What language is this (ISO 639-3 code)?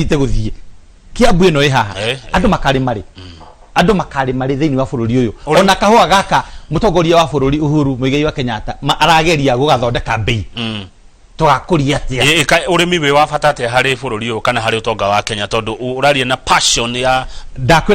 kik